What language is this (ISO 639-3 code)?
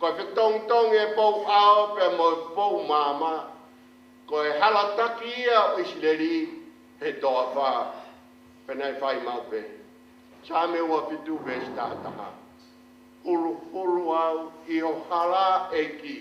ton